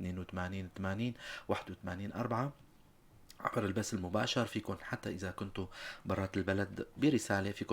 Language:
North Levantine Arabic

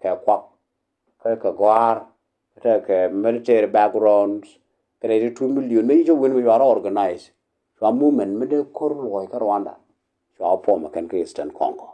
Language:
Nuer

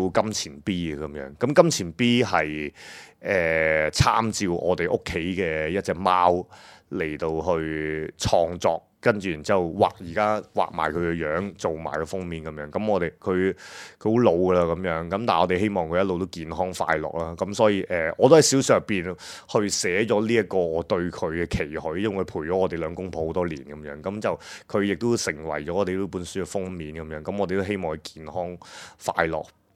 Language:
Cantonese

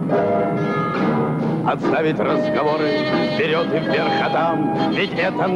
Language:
Russian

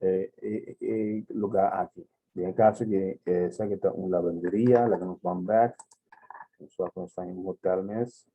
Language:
Papiamento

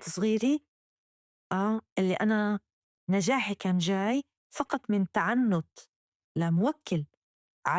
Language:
North Levantine Arabic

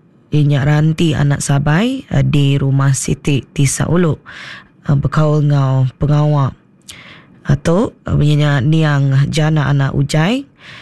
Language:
Iban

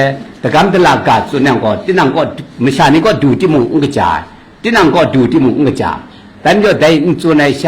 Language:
Kachin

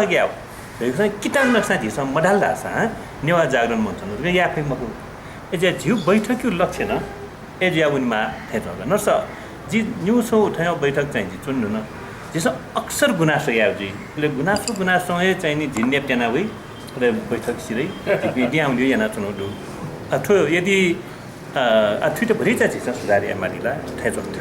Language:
Newari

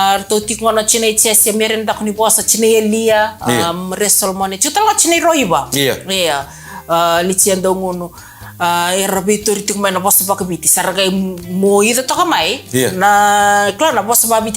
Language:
Fijian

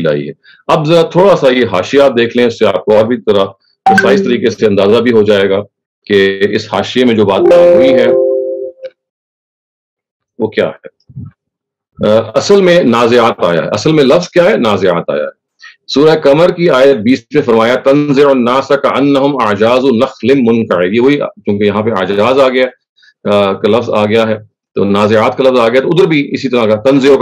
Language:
Urdu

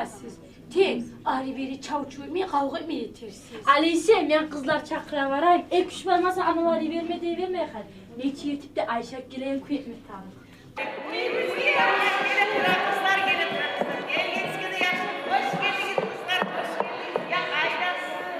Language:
Kumyk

